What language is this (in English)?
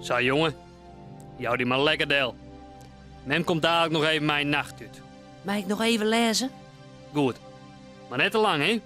Western Frisian